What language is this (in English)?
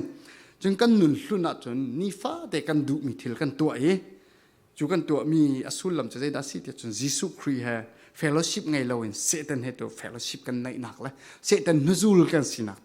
Falam Chin